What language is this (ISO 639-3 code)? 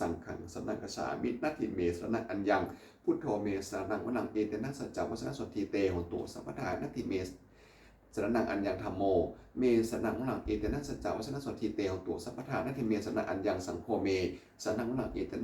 pli